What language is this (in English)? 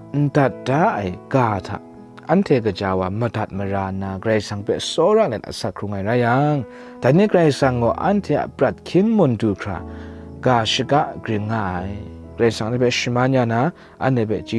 Kachin